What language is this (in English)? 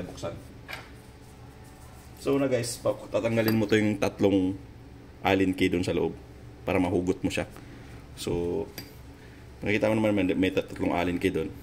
Filipino